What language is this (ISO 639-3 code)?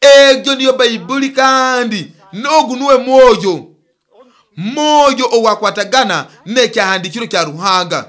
nyo